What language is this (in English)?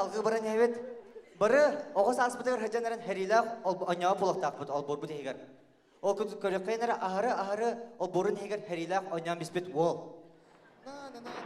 Yakut